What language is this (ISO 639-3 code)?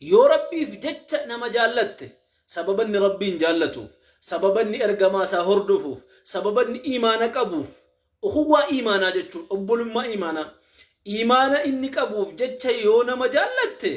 orm